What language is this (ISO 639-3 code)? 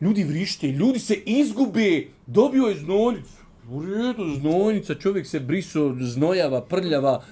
bos